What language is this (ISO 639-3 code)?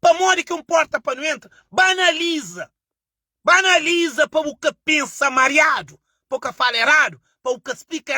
kea